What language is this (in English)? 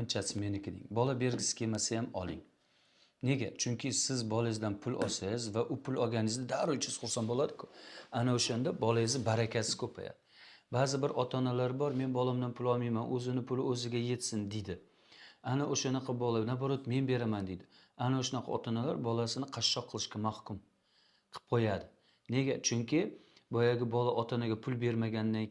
Uzbek